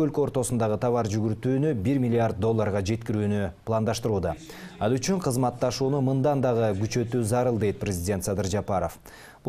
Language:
Kyrgyz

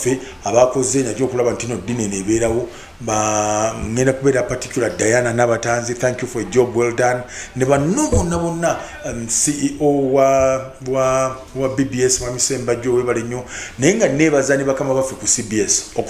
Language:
Ganda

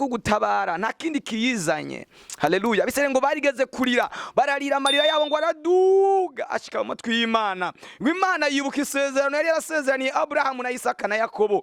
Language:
Rundi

